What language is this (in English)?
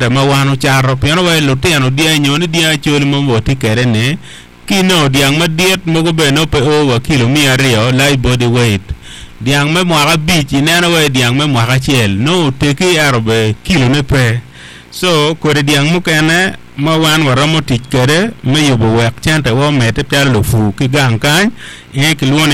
Acoli